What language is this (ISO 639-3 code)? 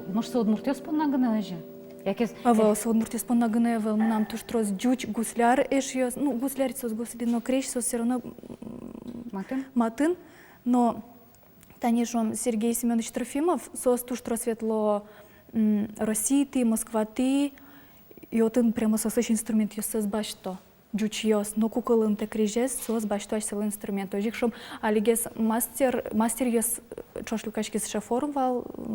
udm